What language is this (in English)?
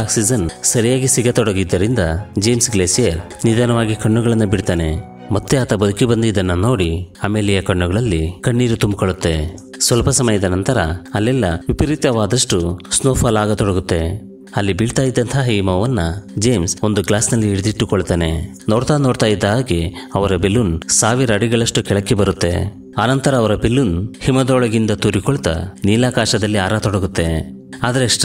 Kannada